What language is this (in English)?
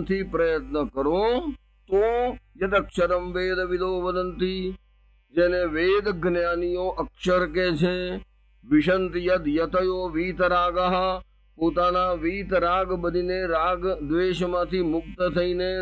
Gujarati